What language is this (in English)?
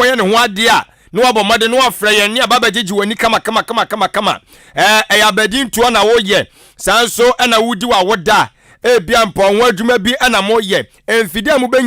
Akan